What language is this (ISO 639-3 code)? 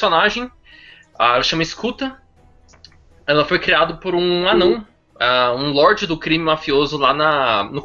por